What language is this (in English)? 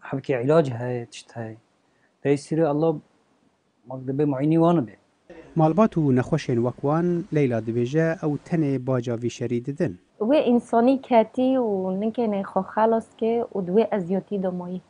Kurdish